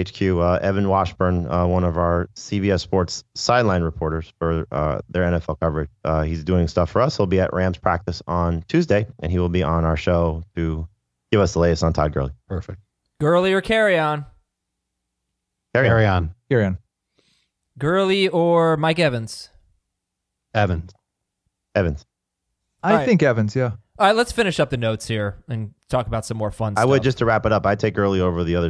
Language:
English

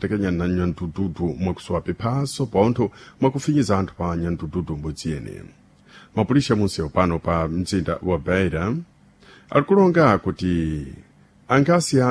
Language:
Sena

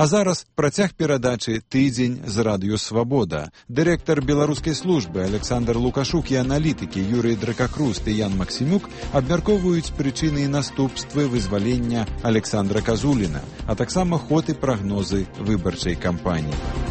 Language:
Belarusian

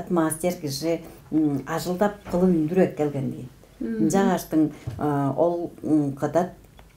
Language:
Tuvinian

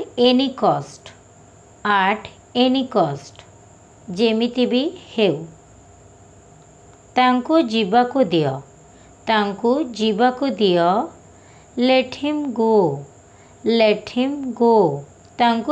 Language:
Odia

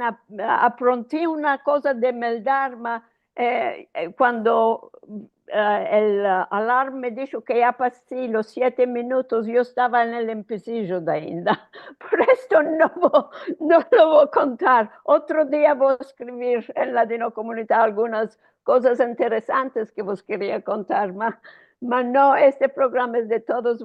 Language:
Ladino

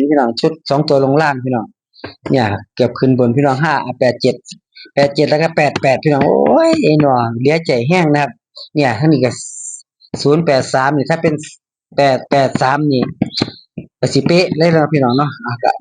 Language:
Northeastern Thai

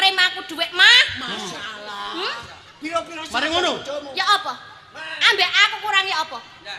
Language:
Javanese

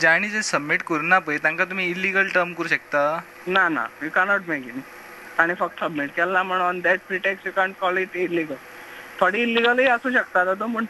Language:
Konkani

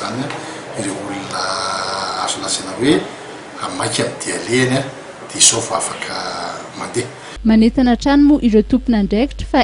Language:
Malagasy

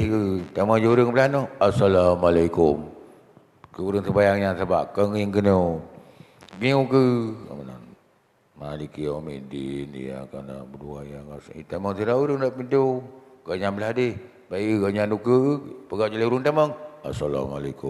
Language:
Achinese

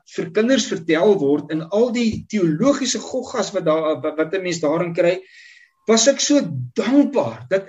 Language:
Afrikaans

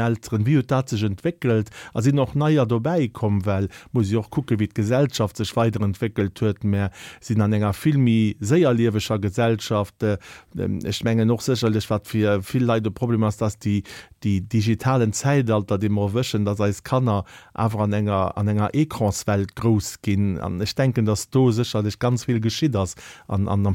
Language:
Luxembourgish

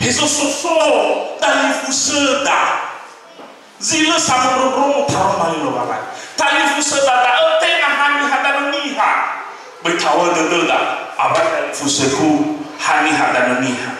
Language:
Nias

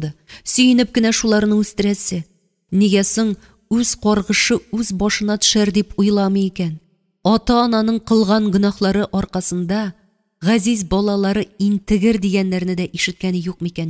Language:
Tatar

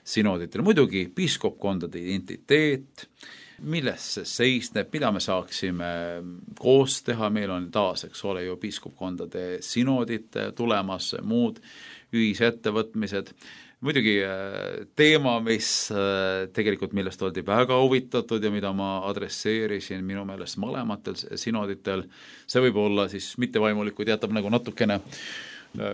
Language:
Estonian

